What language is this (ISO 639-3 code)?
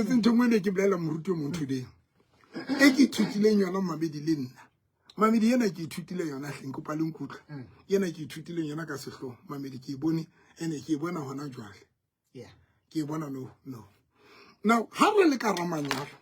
sot